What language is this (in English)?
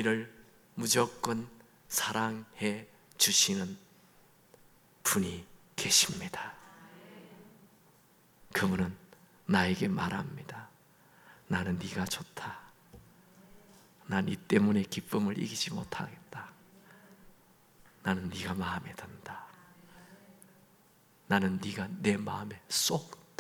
Korean